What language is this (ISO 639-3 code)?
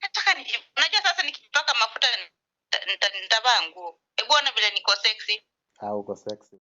swa